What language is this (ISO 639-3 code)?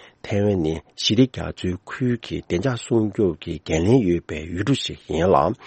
bod